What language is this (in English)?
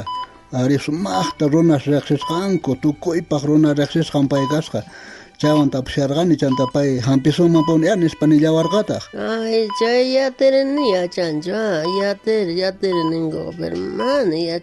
South Bolivian Quechua